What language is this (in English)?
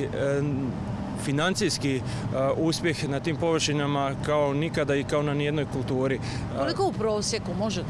Croatian